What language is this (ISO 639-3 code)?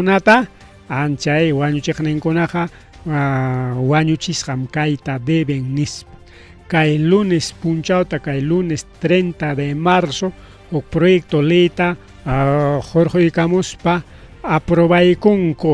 quy